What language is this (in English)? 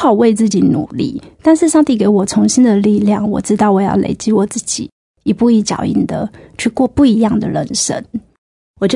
Chinese